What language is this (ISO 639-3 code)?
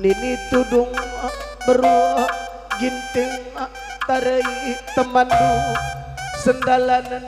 btx